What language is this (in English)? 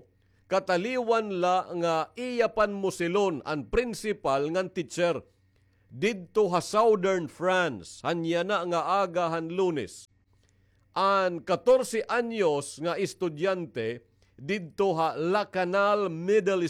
Waray